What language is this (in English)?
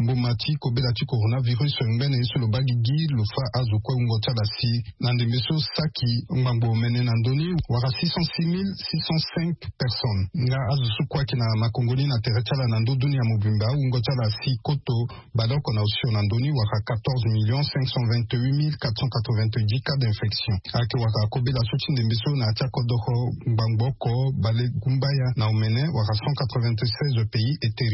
Sango